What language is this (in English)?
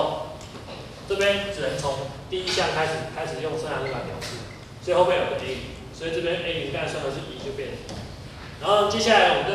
Chinese